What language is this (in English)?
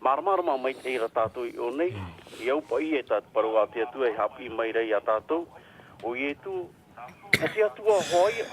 Tahitian